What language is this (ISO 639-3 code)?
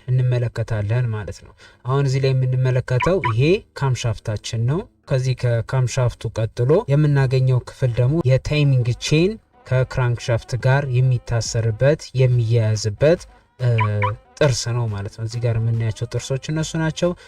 amh